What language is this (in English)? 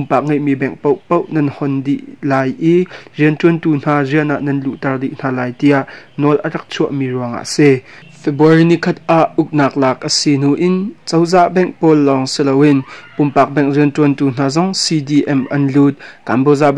Hakha Chin